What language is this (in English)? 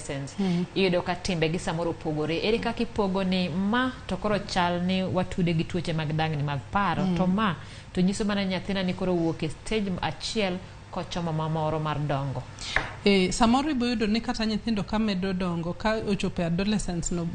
Luo (Kenya and Tanzania)